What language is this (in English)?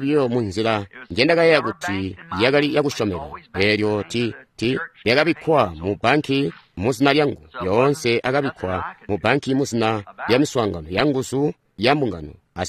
Tonga (Zambia)